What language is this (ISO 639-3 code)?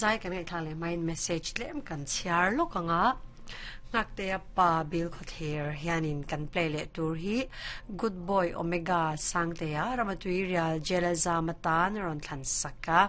lus